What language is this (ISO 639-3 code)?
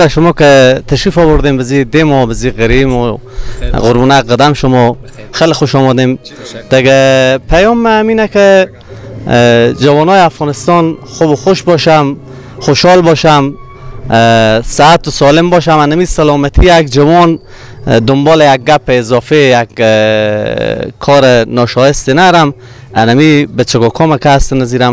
fas